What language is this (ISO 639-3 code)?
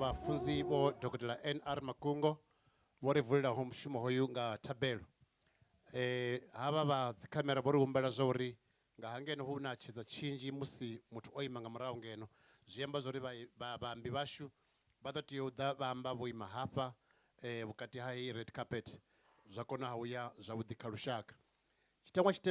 ven